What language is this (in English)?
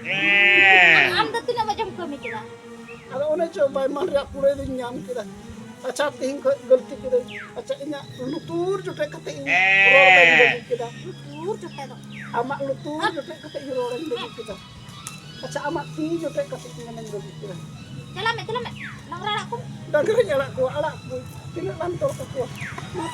Santali